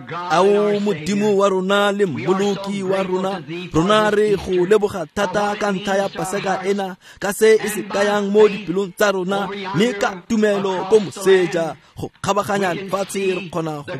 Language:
Tswana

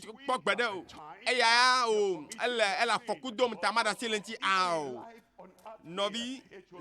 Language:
Ewe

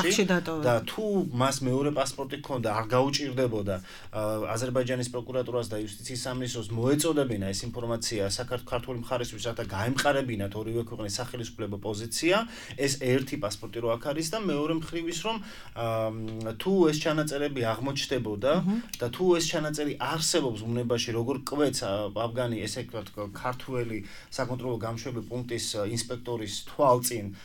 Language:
Georgian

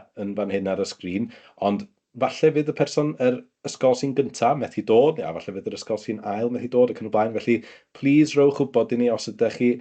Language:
Welsh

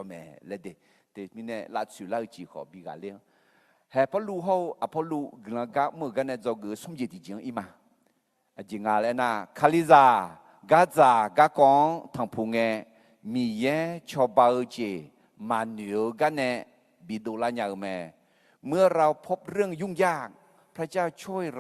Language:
Akha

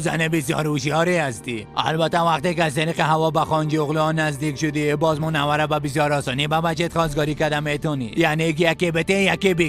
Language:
Persian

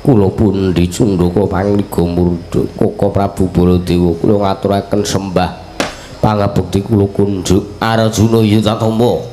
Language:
Javanese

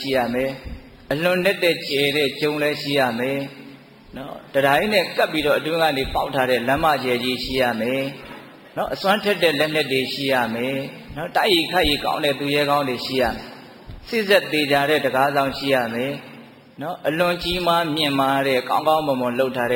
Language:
Burmese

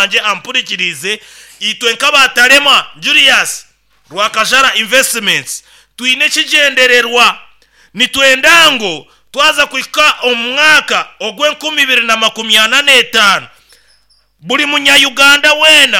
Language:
Nyoro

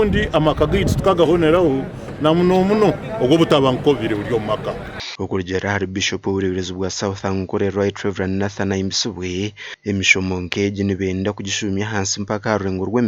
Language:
Nyankole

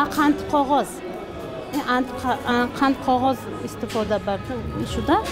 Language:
Tajik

